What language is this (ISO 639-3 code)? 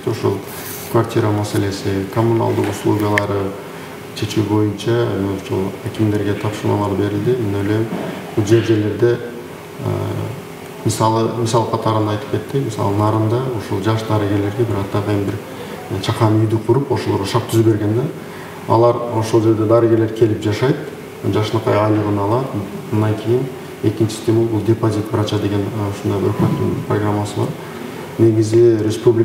kir